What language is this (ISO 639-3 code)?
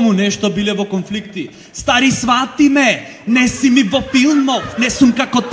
mkd